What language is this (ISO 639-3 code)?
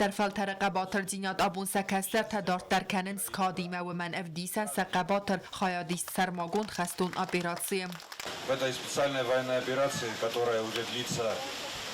oss